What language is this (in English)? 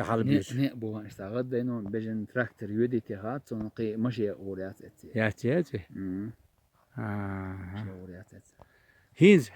Chechen